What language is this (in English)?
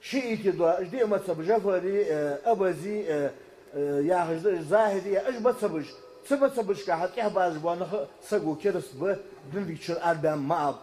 Ingush